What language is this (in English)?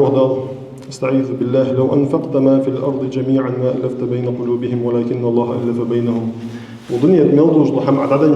Ingush